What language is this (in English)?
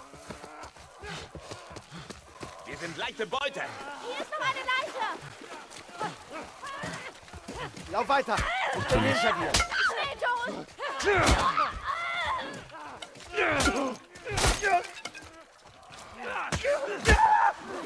German